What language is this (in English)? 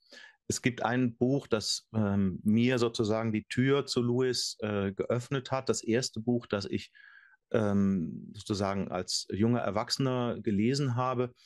Swiss German